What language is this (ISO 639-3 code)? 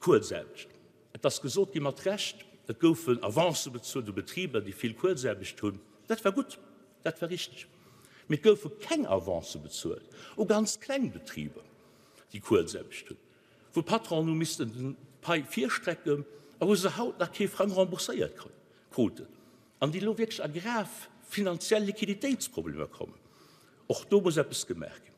ltz